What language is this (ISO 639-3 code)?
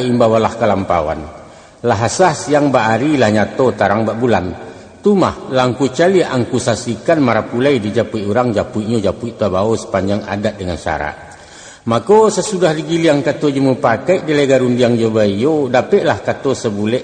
min